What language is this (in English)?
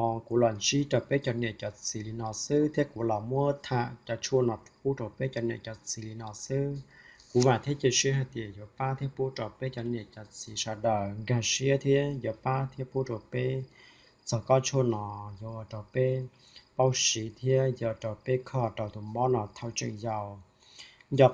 Hmong